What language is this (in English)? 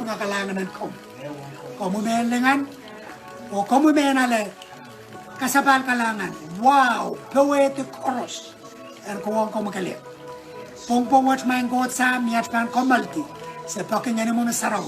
Pohnpeian